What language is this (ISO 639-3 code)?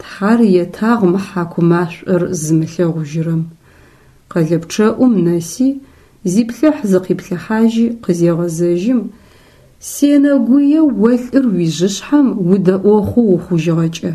ady